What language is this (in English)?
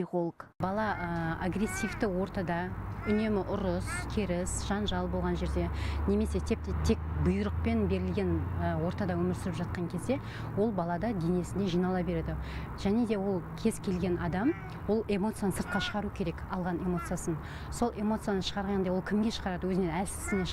Kazakh